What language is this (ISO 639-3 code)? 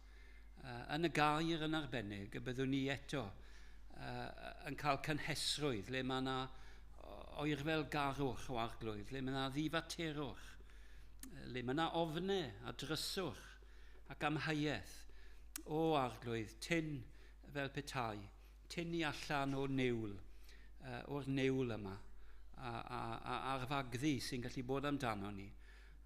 cym